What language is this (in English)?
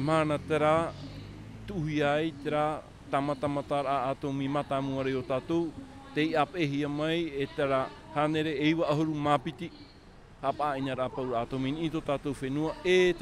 Tahitian